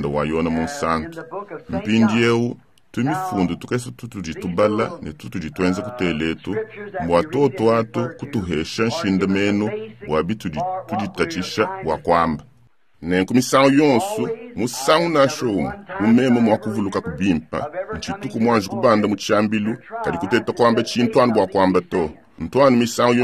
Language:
Luba-Lulua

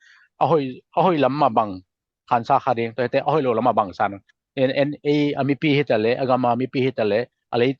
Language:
Tedim Chin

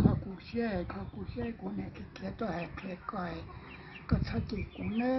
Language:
Hmong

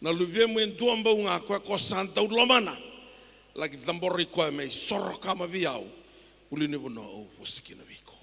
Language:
Fijian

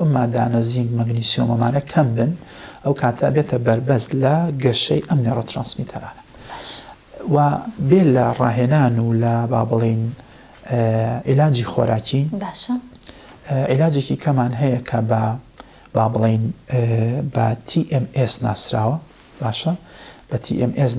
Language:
Central Kurdish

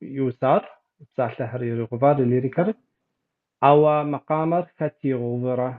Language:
Kabardian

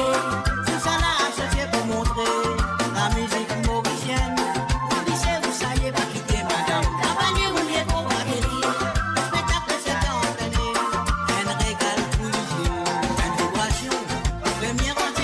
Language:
Morisyen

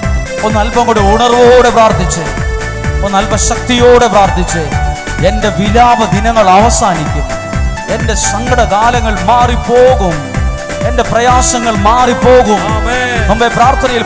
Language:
Malayalam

